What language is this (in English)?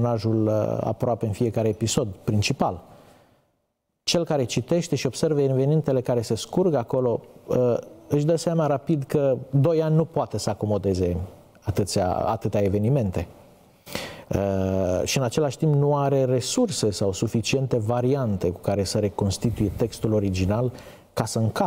Romanian